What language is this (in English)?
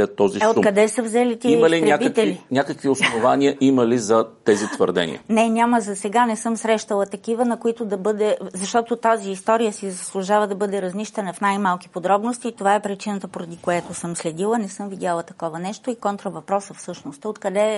Bulgarian